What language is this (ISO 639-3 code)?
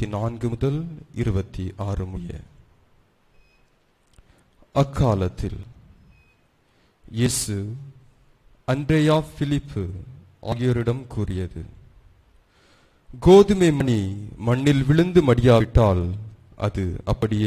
tam